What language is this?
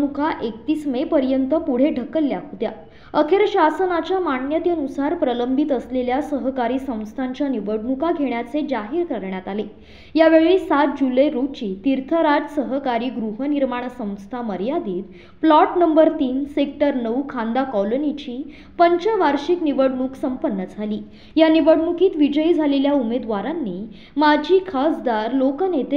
Marathi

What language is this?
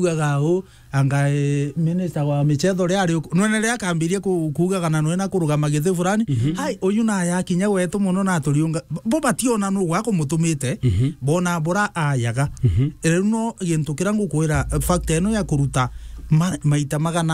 Meru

